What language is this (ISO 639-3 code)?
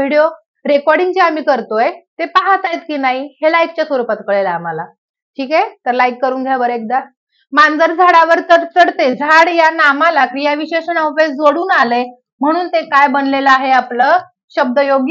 mar